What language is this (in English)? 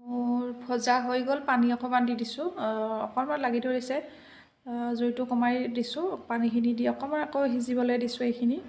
Assamese